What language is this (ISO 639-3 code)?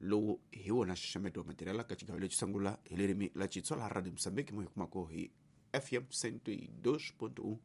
tso